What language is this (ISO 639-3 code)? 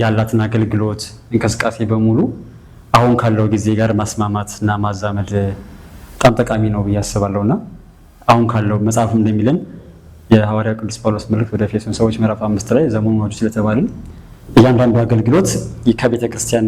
amh